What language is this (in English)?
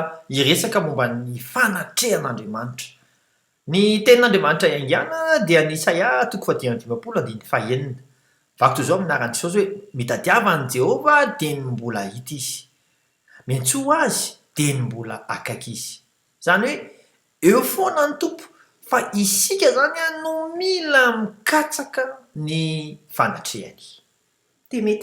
Malagasy